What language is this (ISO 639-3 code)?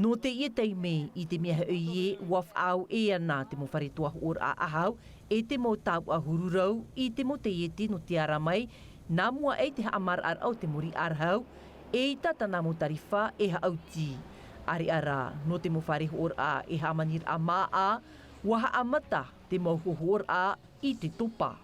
tah